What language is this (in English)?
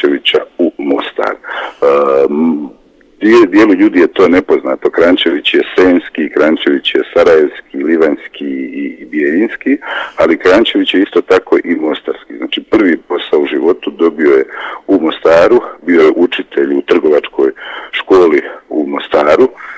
Bosnian